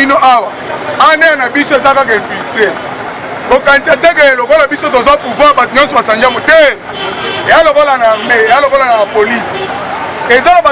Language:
Lingala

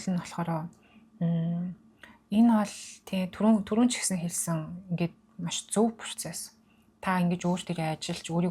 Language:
Mongolian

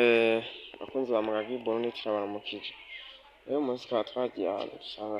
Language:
Rundi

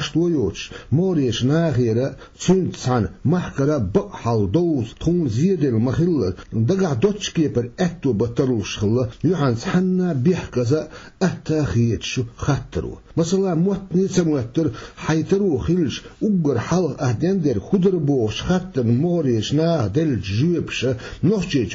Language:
Chechen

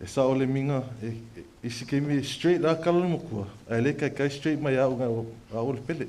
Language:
Samoan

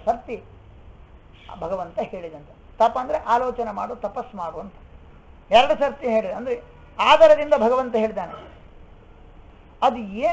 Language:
Kannada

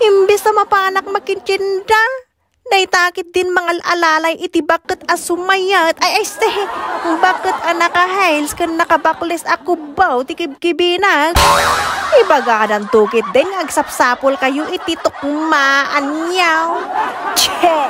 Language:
Iloko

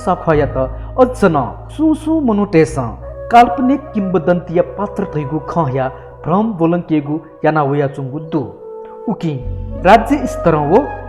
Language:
Newari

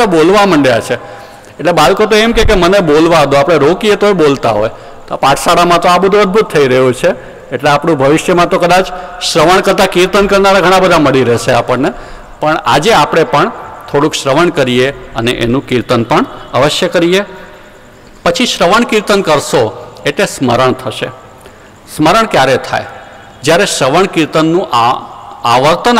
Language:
Gujarati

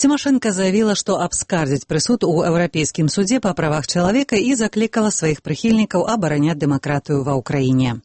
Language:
Belarusian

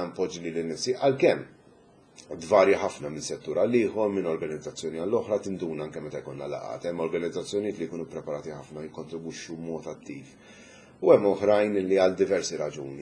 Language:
Maltese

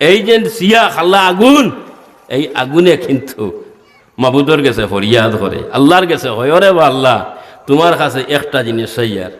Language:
Sylheti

